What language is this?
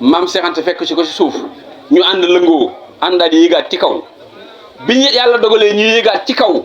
Wolof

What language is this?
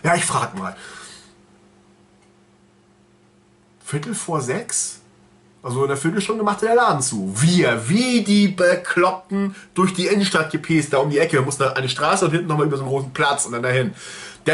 German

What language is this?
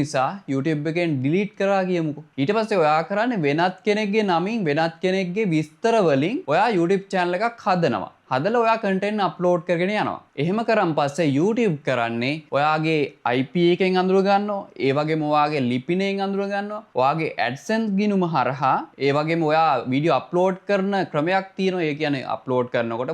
Sinhala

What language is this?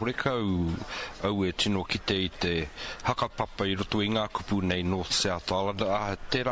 Māori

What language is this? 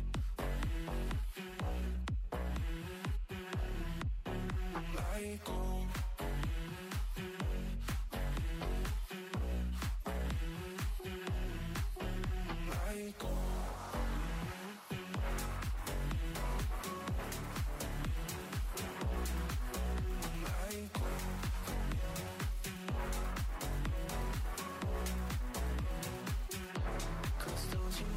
English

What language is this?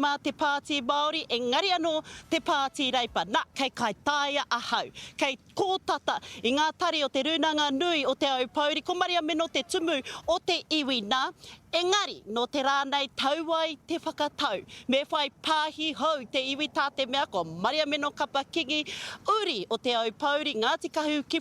Māori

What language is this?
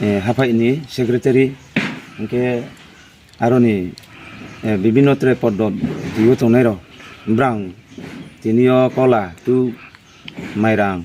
Riang (India)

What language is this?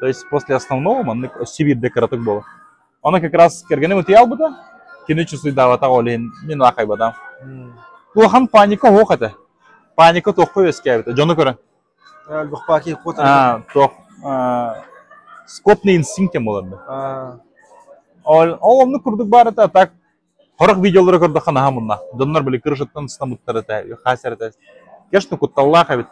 Yakut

